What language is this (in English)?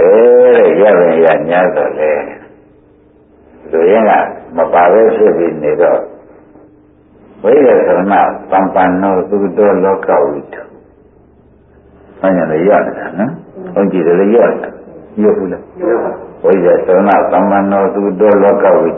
Burmese